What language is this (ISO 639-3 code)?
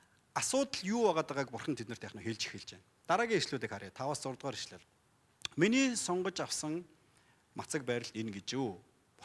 mon